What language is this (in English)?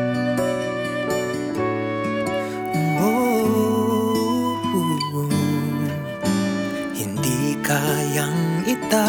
Filipino